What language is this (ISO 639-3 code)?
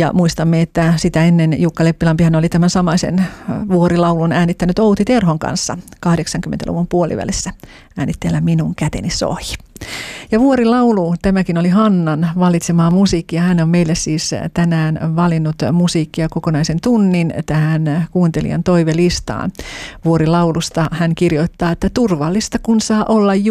fin